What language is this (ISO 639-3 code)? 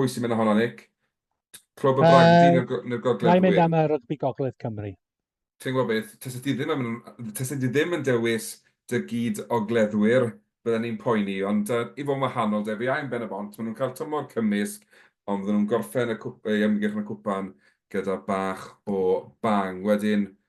cym